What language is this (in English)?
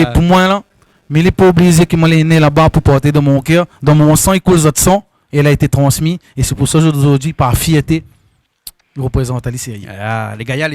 Réunion Creole French